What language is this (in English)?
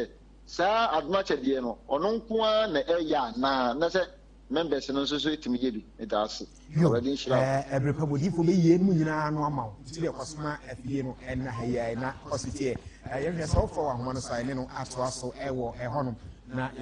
Akan